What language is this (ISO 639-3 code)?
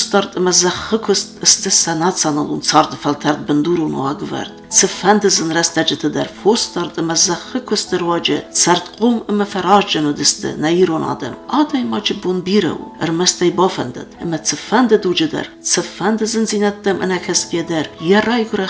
oss